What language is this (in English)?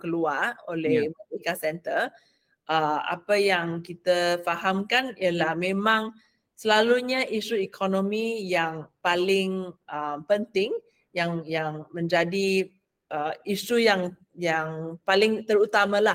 Malay